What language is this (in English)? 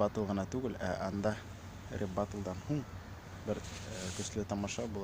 Bashkir